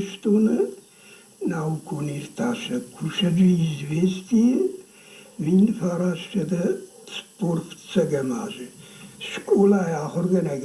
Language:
Ossetic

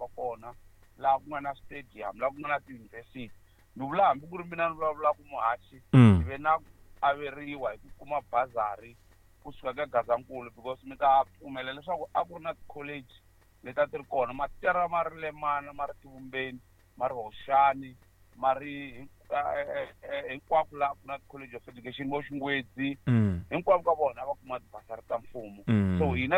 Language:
Tsonga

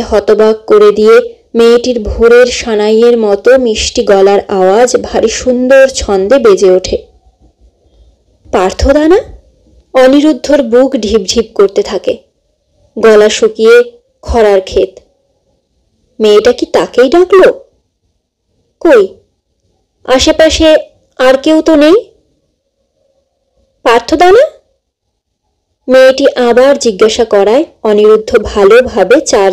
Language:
Bangla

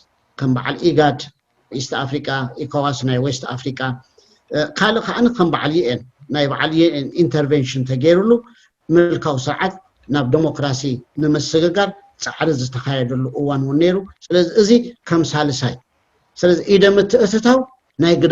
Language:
Tigrinya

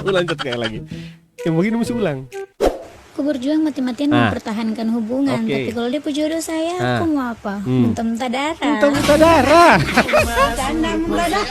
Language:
Ambonese Malay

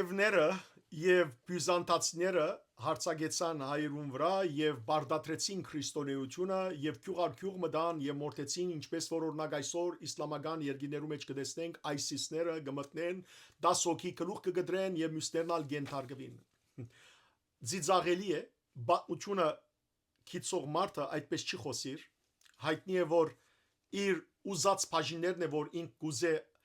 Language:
Western Armenian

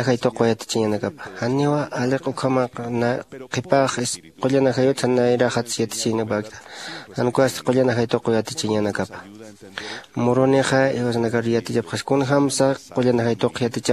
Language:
Aymara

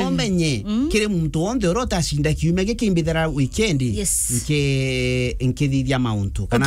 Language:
Meru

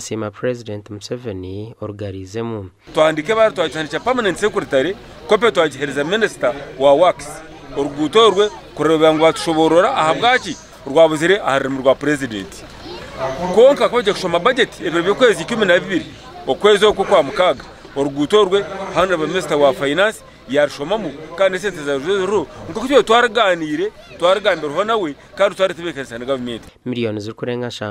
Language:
Nyankole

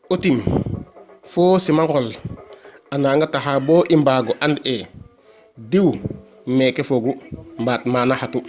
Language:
Serer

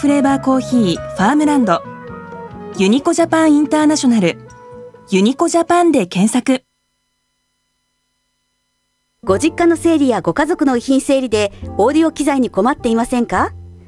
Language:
Japanese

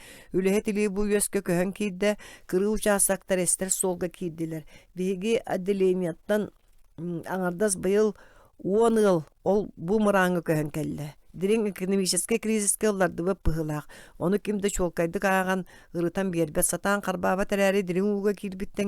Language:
Yakut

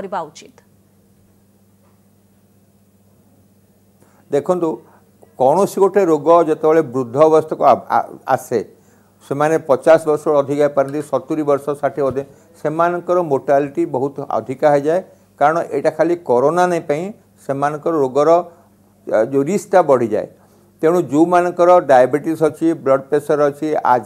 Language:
Odia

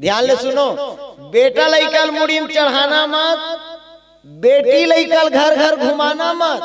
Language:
Chhattisgarhi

